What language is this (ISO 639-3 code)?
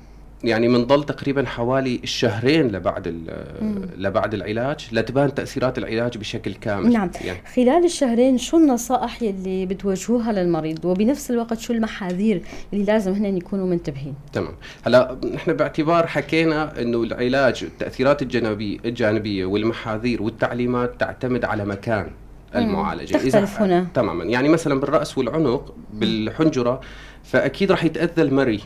apc